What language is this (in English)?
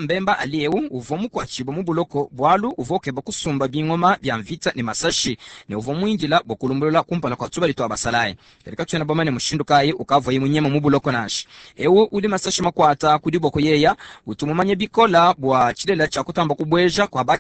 Luba-Lulua